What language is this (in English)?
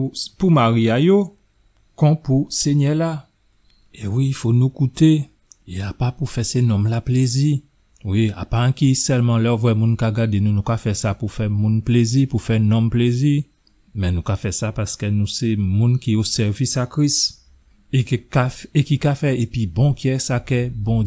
Guadeloupean Creole French